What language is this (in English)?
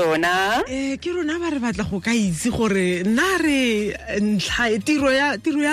Tswana